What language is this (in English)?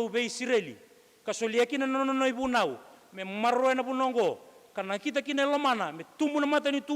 Fijian